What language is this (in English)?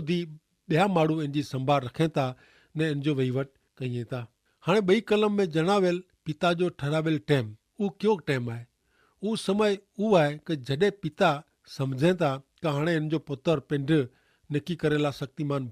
Kachhi